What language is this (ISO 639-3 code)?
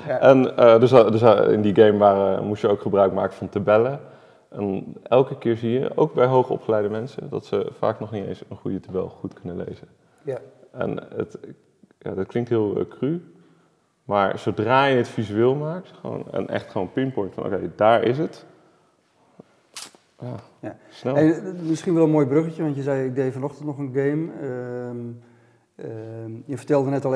nld